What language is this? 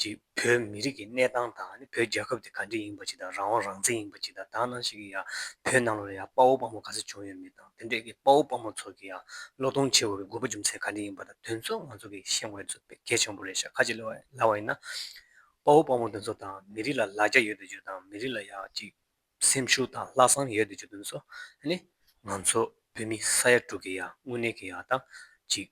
Tibetan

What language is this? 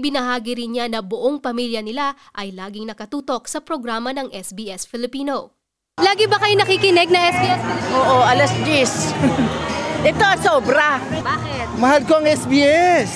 Filipino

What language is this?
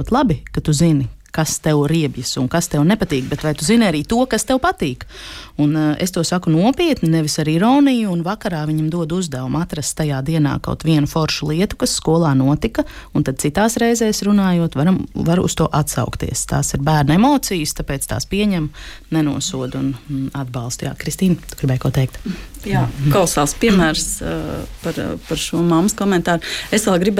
Latvian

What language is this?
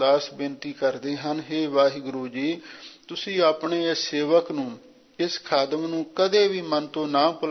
Punjabi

